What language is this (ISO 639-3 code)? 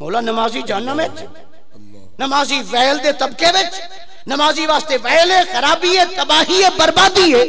skr